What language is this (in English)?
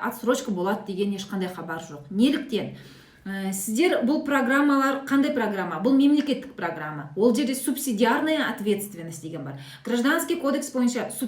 Kazakh